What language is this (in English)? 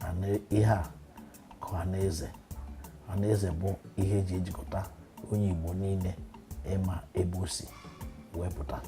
Igbo